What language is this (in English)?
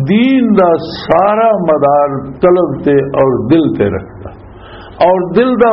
Western Panjabi